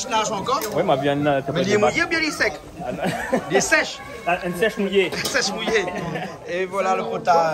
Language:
Réunion Creole French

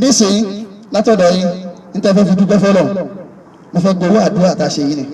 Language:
Yoruba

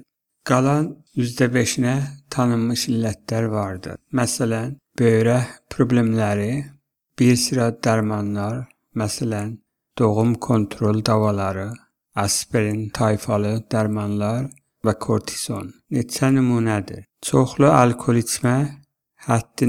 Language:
Azerbaijani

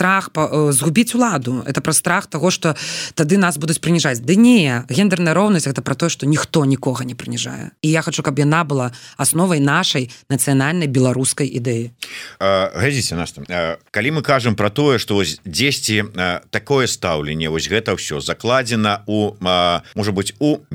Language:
Belarusian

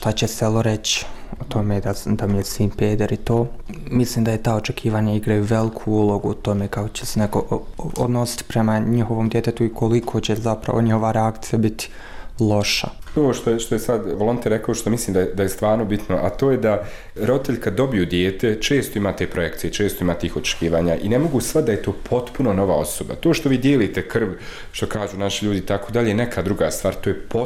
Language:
Bosnian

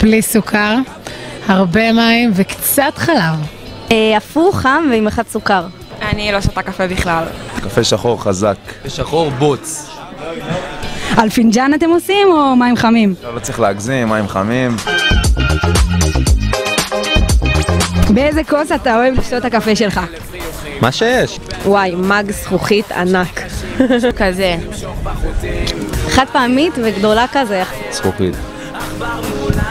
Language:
Hebrew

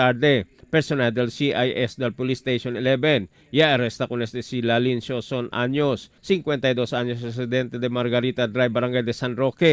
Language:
Chavacano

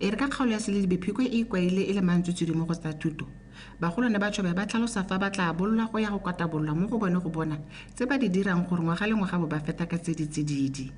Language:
Tswana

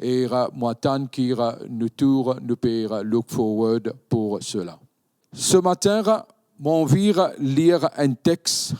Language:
Morisyen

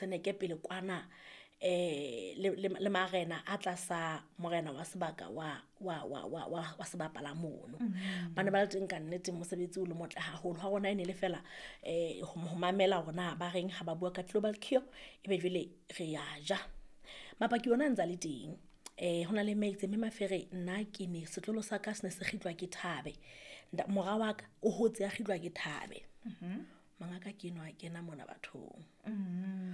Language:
Southern Sotho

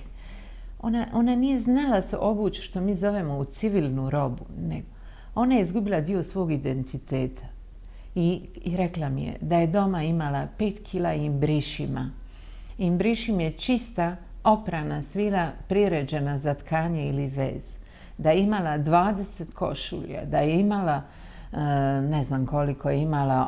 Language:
Croatian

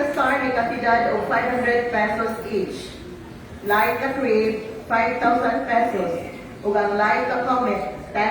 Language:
Cebuano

